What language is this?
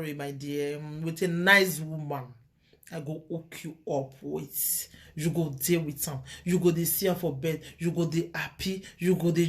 Nigerian Pidgin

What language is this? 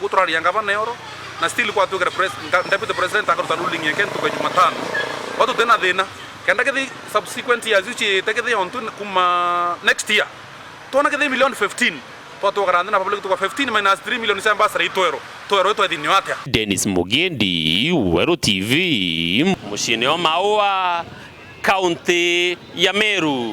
Meru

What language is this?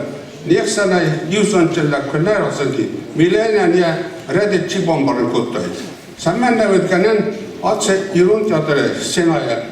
Ossetic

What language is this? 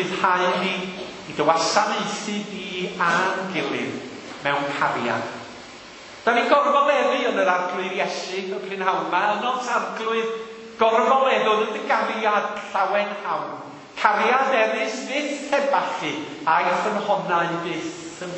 Welsh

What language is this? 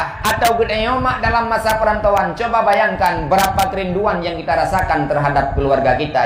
Achinese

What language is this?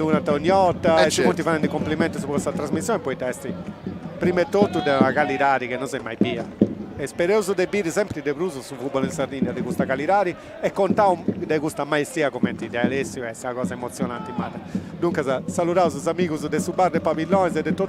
Sardinian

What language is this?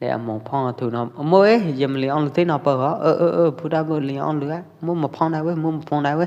Pwo Eastern Karen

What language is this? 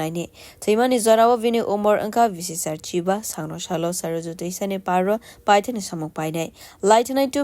Kok Borok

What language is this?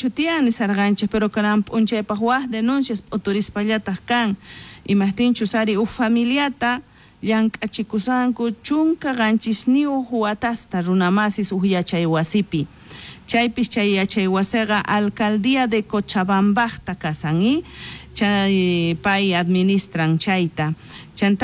South Bolivian Quechua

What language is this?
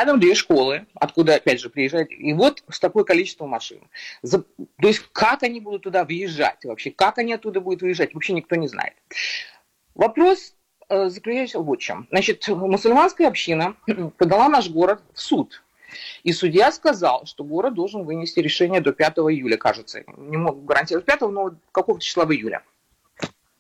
Russian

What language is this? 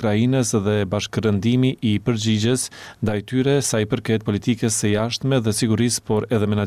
Albanian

